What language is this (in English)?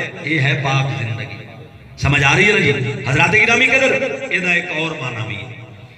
Saraiki